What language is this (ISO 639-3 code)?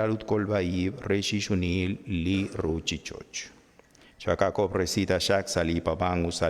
kek